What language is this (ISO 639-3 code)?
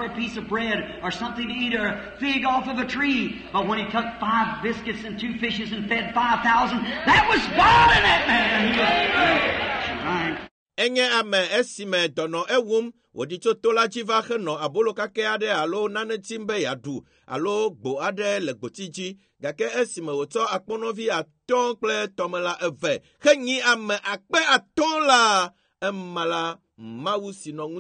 ewe